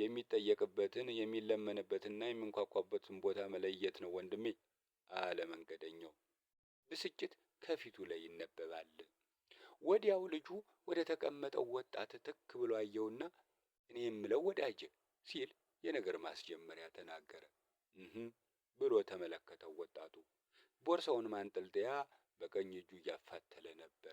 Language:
Amharic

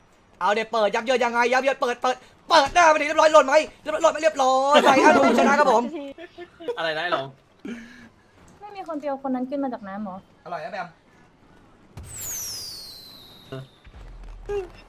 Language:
Thai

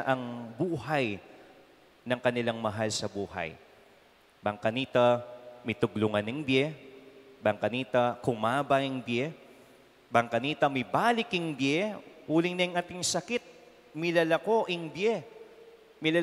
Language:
Pampanga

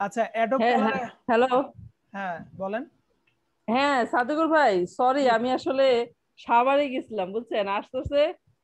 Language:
Bangla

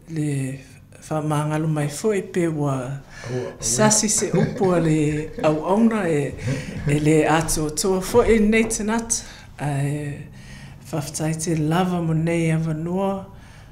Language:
Samoan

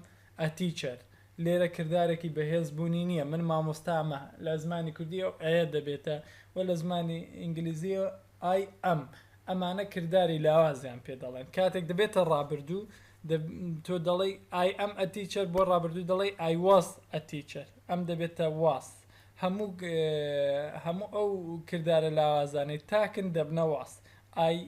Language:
Central Kurdish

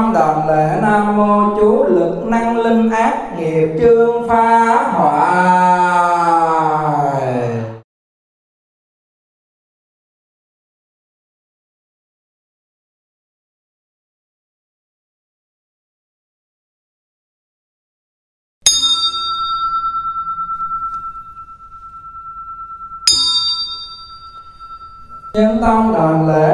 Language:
Vietnamese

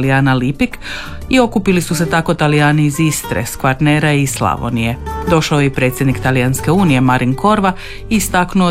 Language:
Croatian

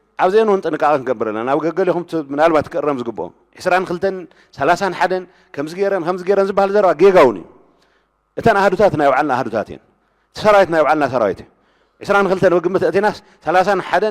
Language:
Tigrinya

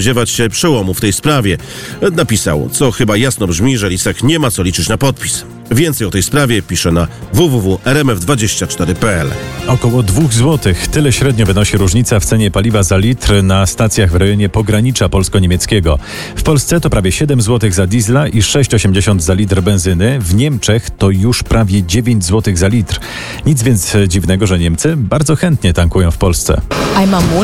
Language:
Polish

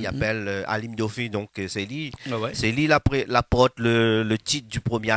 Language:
Réunion Creole French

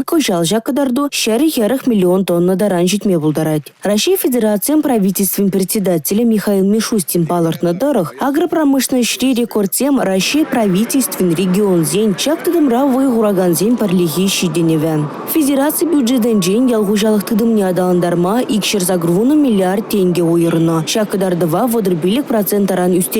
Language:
Chuvash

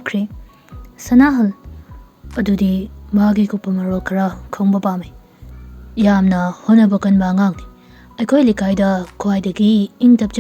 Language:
Manipuri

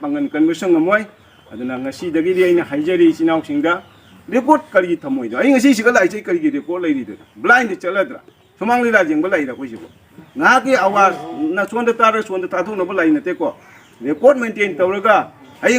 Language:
Manipuri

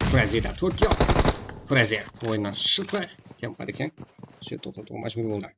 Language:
Kara-Kalpak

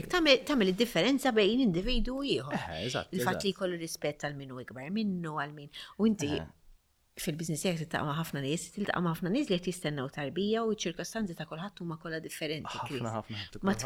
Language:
Maltese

